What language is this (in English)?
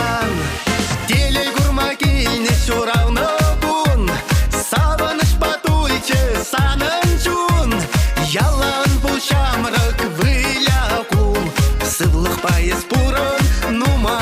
Chuvash